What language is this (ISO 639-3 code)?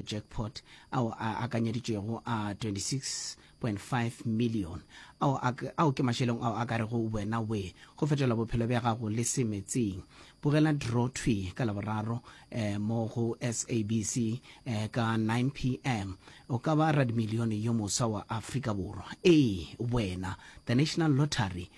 nso